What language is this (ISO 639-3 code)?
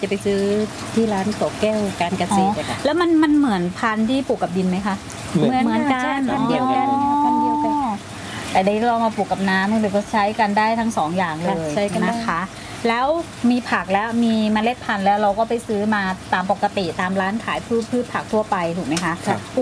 tha